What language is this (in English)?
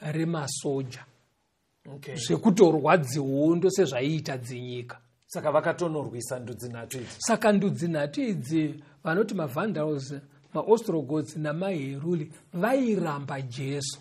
Shona